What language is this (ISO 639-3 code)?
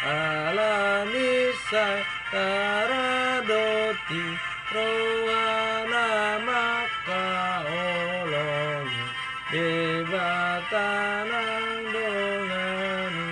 bbc